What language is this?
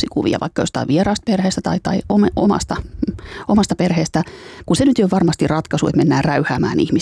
Finnish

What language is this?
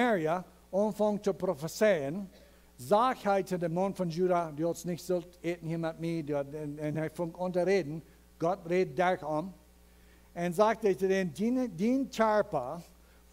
Plautdietsch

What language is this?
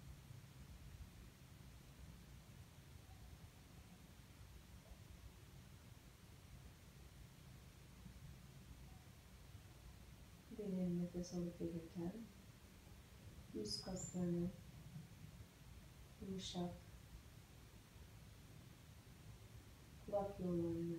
Turkish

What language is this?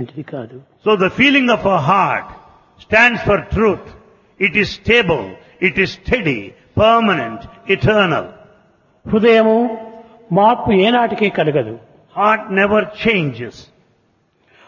Telugu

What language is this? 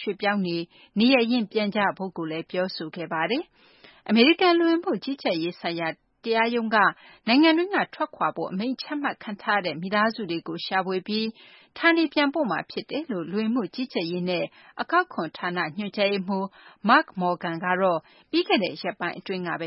Burmese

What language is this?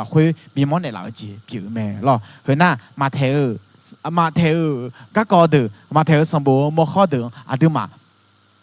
Akha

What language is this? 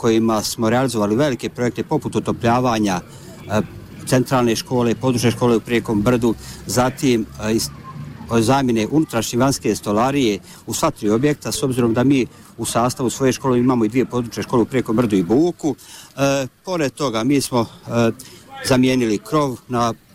Bosnian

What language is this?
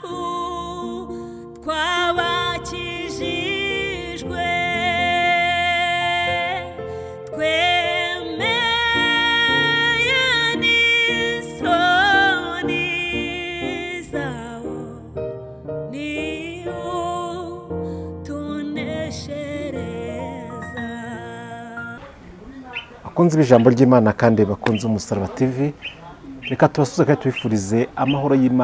Kinyarwanda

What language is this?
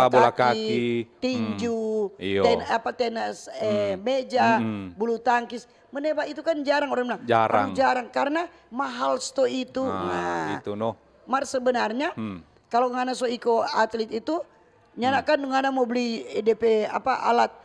Manado Malay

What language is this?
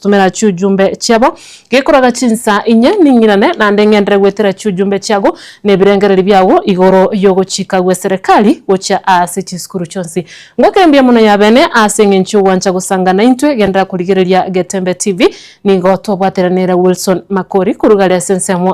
Gusii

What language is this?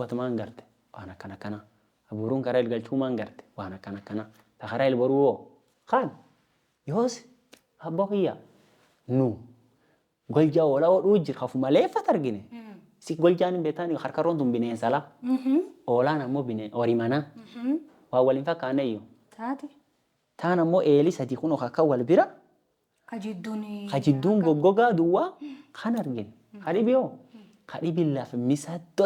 Oromo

